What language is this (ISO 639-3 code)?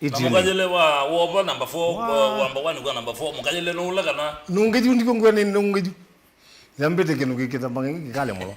kam